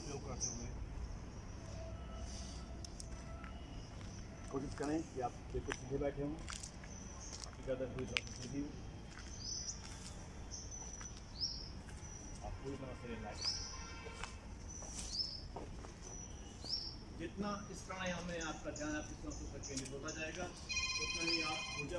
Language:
Hindi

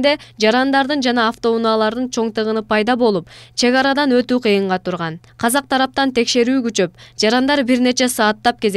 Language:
Kyrgyz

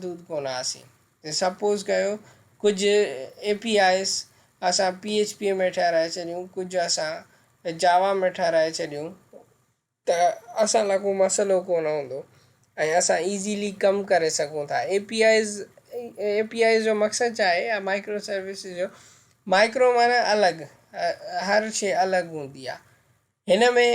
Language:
Sindhi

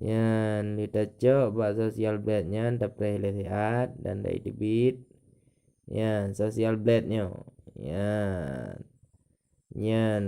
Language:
Achinese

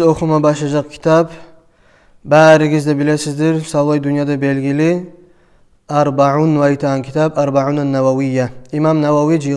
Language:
Kumyk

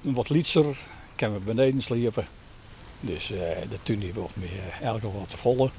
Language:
Western Frisian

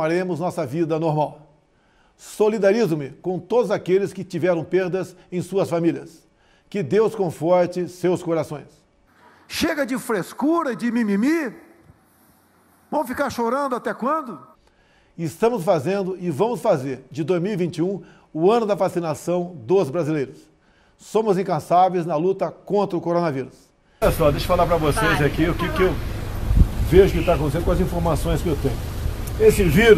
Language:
Portuguese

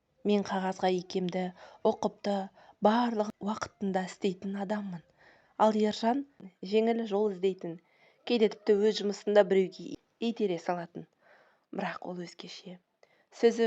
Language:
Kazakh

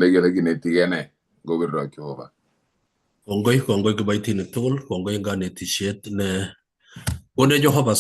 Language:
Kalenjin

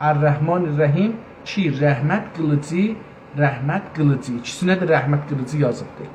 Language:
South Azerbaijani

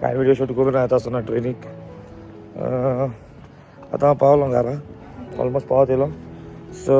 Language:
Konkani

